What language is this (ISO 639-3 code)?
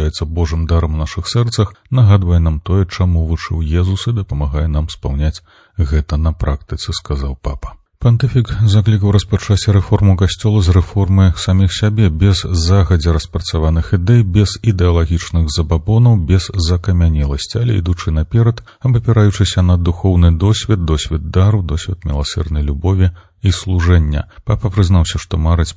bel